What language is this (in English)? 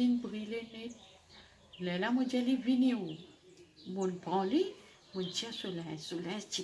Morisyen